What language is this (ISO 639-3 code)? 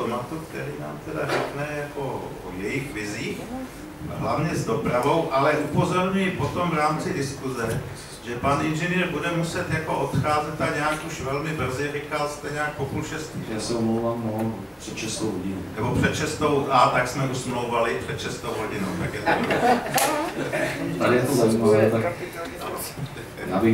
ces